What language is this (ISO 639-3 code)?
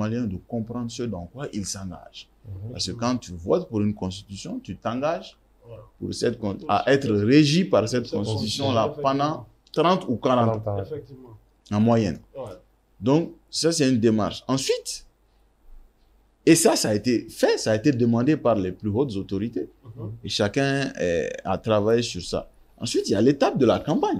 fra